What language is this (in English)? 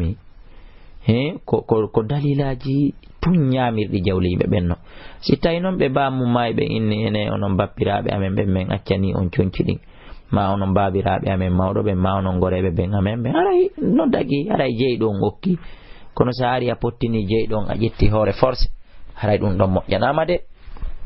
Fula